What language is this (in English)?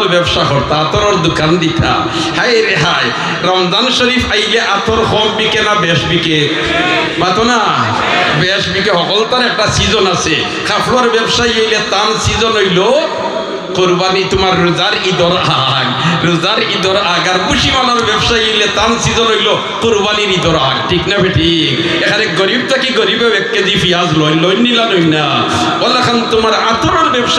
Sylheti